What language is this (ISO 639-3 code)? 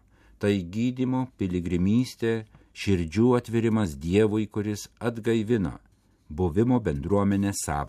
lit